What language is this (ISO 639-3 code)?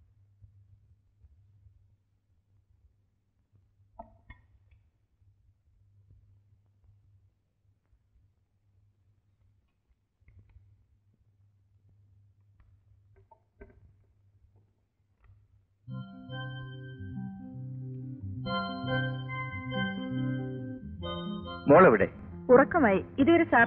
mal